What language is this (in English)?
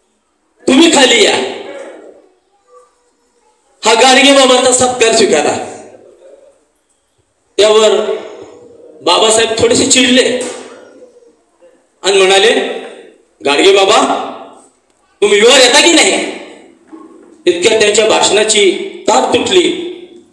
Marathi